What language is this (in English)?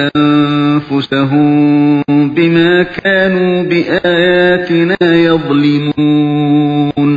Uyghur